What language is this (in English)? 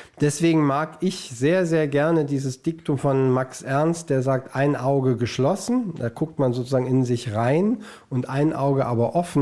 Swiss German